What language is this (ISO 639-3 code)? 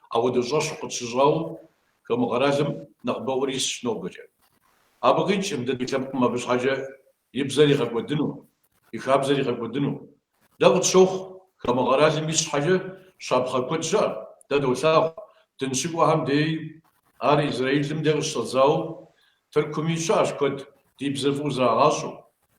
kbd